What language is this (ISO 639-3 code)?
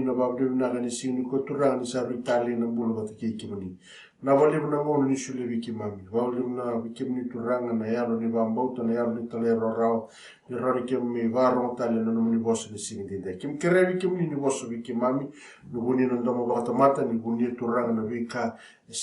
fij